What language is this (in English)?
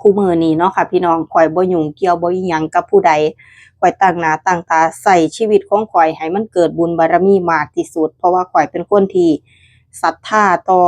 Northeastern Thai